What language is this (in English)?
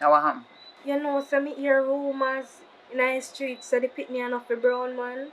Jamaican Creole English